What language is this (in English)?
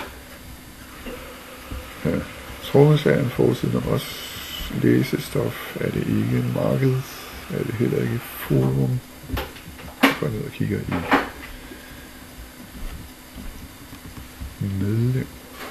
Danish